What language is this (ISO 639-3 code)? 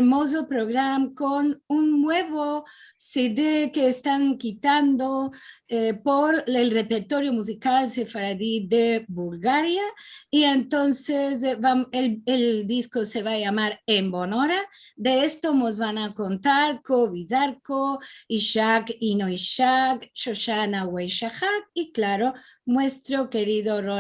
lad